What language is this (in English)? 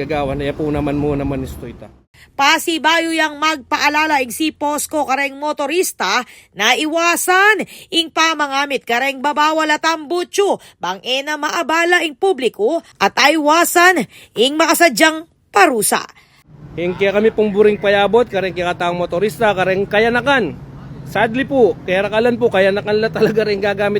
Pampanga